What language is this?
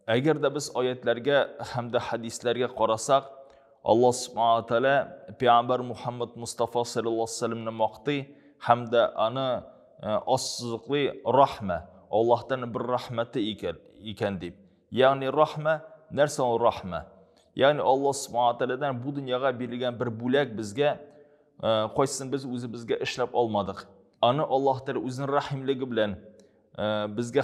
Tatar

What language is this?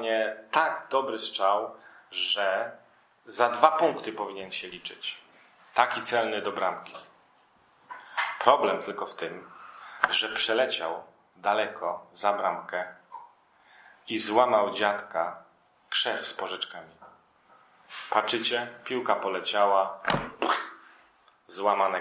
Polish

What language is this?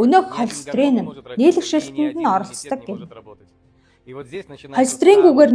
Mongolian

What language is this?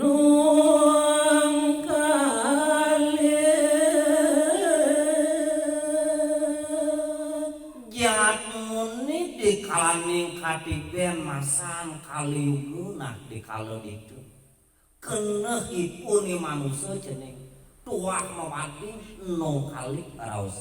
Balinese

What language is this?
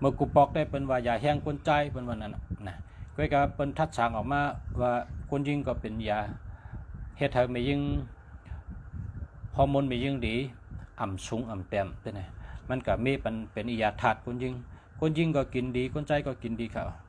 Shan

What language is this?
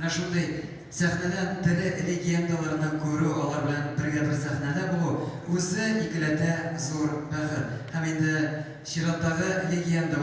Tatar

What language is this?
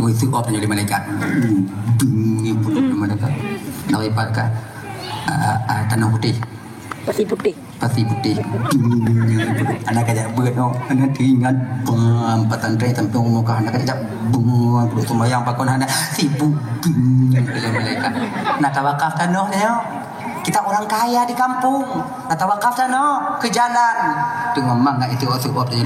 Achinese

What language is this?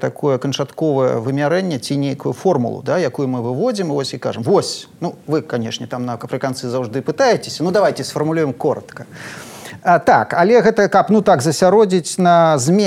Belarusian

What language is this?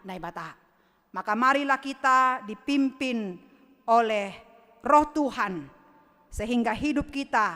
Batak Simalungun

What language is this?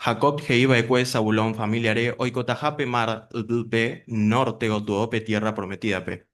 Guarani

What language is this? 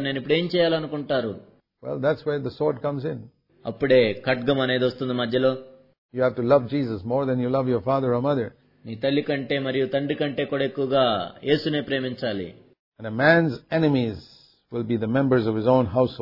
Telugu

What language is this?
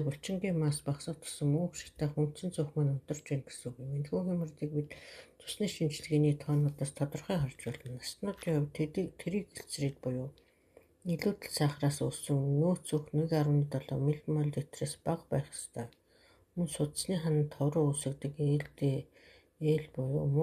Mongolian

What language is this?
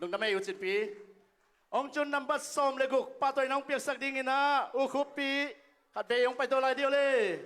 Tedim Chin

